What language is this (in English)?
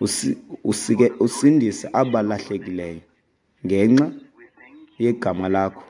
Xhosa